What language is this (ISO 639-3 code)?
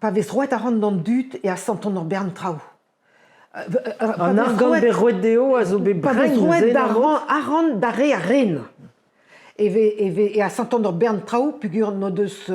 bre